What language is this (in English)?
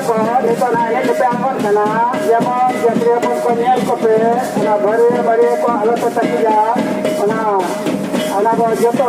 Santali